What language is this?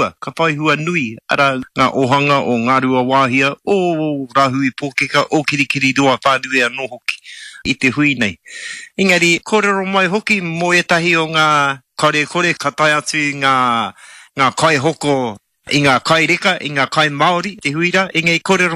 Māori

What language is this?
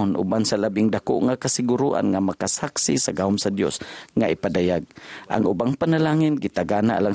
Cebuano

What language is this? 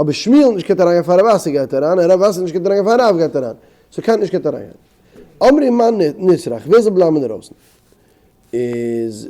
Yiddish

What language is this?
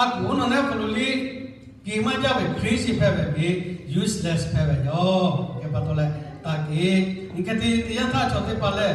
Lahu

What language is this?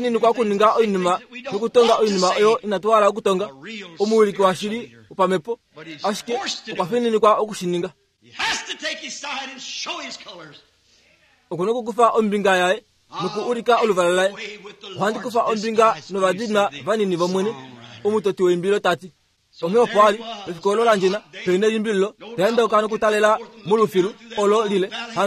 Kuanyama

